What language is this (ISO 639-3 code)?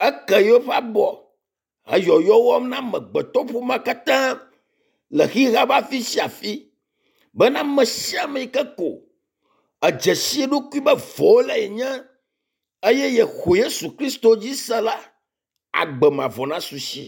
ewe